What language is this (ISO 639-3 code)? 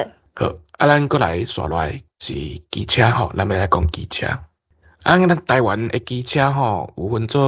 nan